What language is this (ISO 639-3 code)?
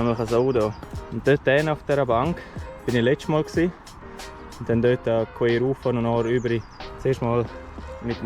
gsw